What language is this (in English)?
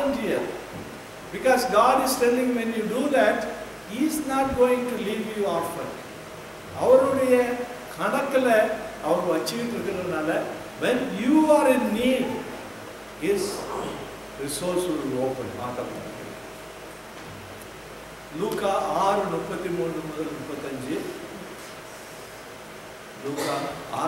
Tamil